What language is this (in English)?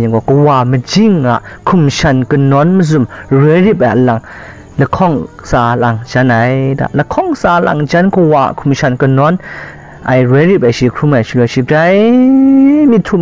Kachin